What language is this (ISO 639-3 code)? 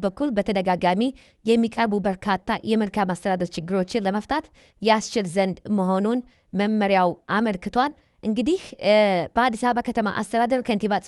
amh